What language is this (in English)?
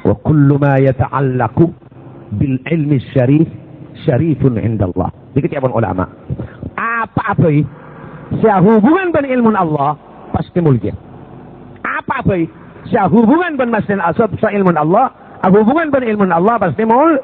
Madurese